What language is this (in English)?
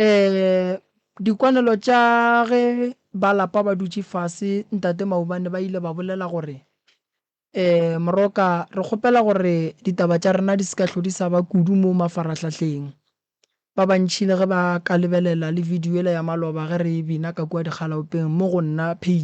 Northern Sotho